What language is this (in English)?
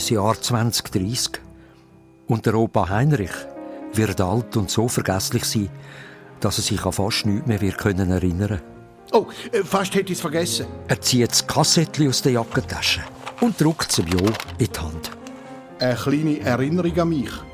Swiss German